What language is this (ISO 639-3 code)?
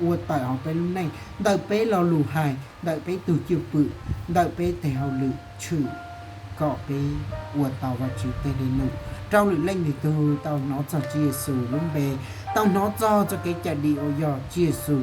hmn